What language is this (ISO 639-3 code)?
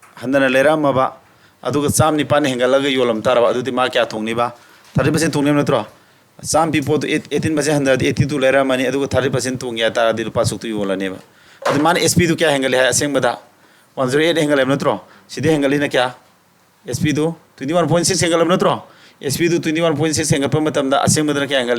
mni